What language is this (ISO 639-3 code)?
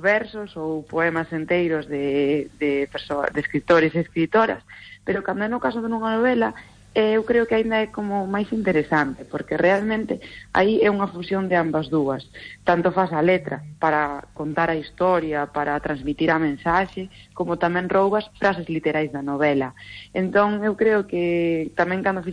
glg